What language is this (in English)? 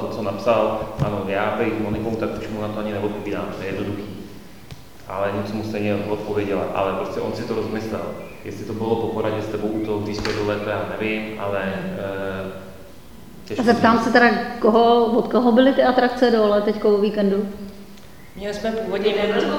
Czech